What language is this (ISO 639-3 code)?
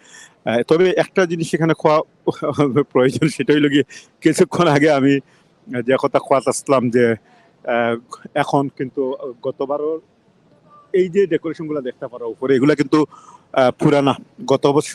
syl